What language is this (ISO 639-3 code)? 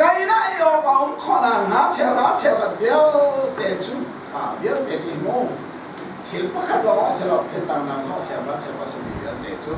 cnh